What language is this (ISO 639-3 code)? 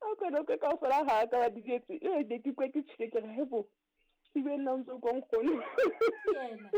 sot